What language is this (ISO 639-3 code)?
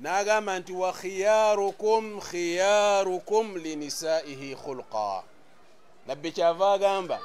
lug